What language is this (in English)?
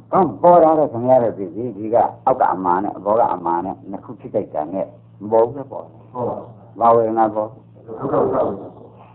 Burmese